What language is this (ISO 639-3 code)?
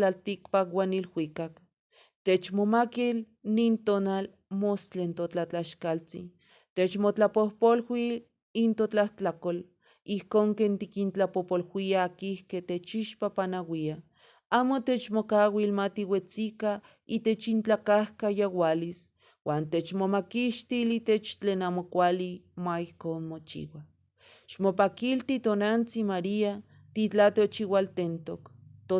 nhe